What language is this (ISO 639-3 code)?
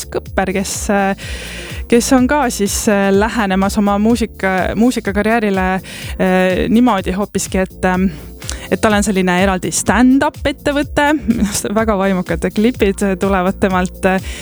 est